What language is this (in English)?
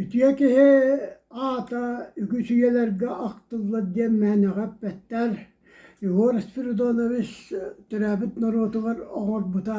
Yakut